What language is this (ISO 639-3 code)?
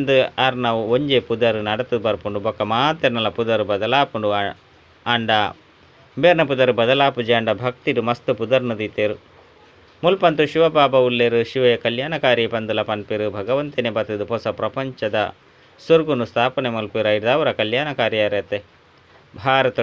tcy